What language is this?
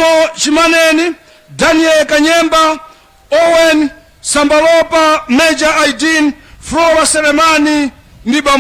Nyanja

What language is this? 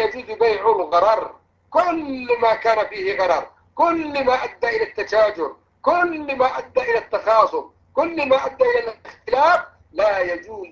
Arabic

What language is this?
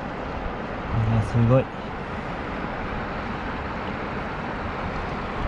Japanese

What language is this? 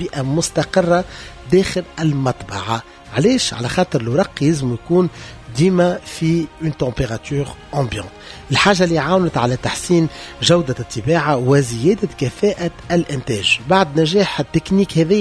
Tunisian Arabic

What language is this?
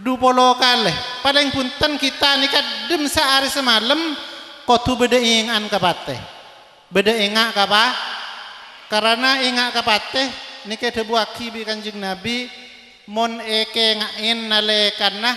Madurese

